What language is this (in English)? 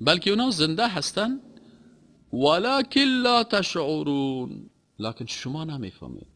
Persian